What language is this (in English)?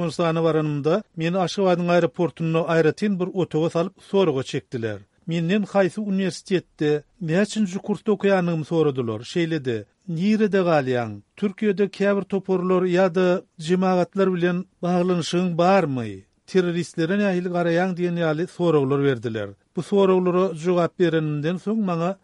Turkmen